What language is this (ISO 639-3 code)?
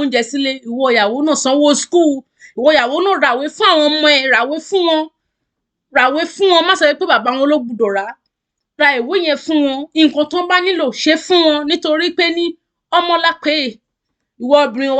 yor